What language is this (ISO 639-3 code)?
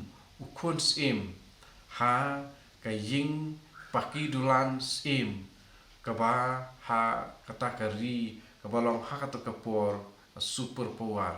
kha